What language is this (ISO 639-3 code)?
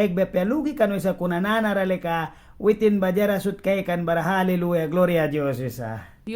miq